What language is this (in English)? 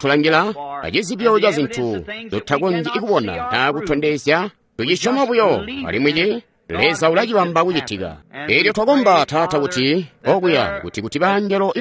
Tonga (Zambia)